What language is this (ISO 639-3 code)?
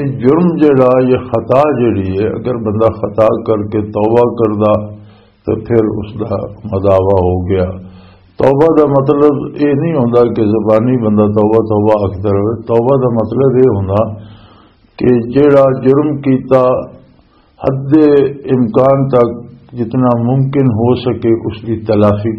lah